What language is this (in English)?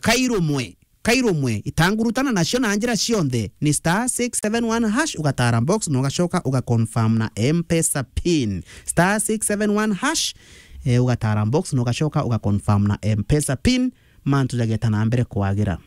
Meru